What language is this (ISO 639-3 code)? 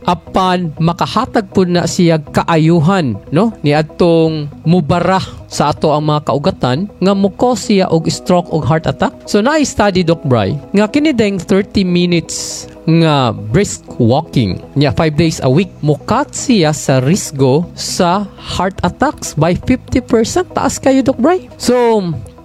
ceb